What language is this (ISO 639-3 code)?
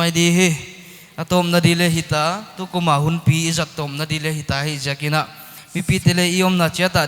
pck